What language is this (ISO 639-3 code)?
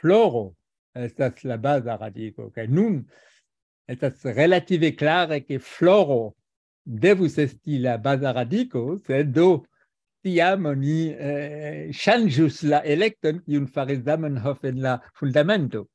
epo